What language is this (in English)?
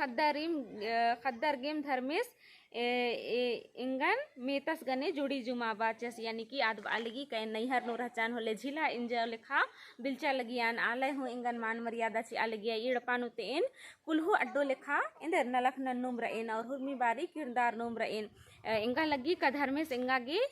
Kurukh